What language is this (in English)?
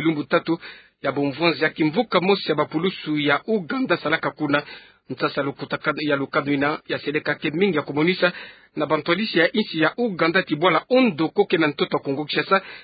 Kituba (Democratic Republic of Congo)